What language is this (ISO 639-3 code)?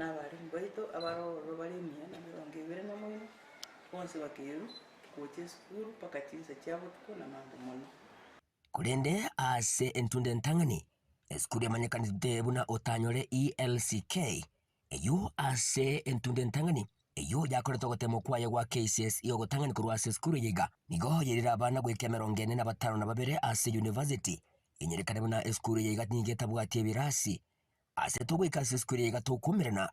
guz